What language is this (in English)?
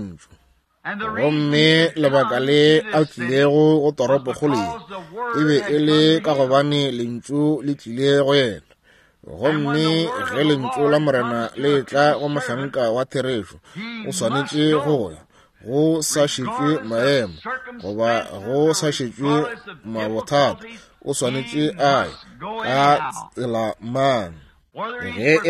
Northern Sotho